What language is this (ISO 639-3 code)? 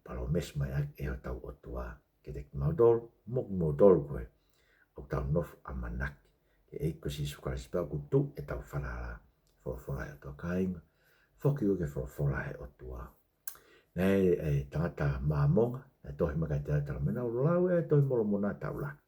ton